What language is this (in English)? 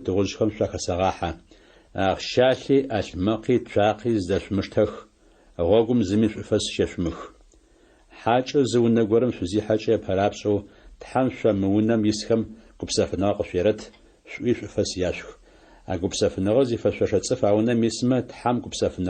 Adyghe